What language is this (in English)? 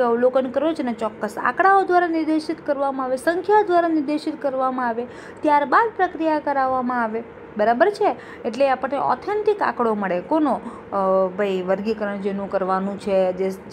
Gujarati